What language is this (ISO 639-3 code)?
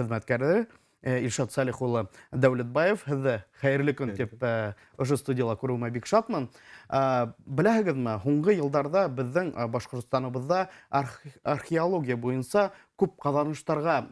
bak